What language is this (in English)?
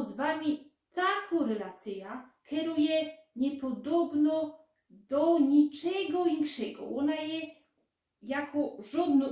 Silesian